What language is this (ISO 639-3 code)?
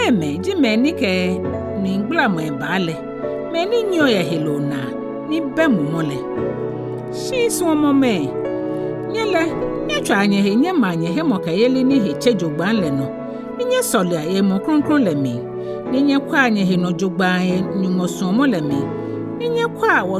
gaa